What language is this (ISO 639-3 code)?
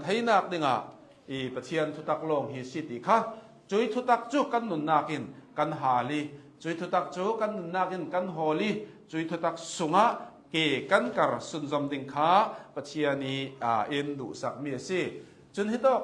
cnh